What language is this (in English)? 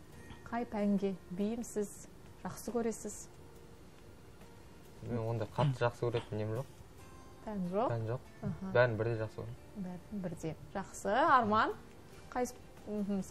Kazakh